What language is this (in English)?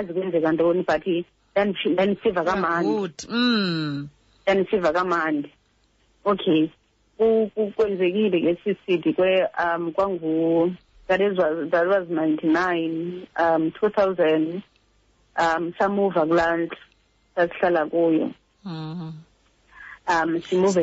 Xhosa